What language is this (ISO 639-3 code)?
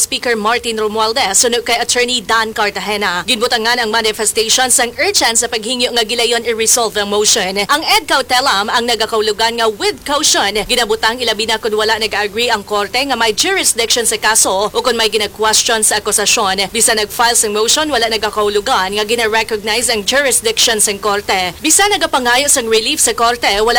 hil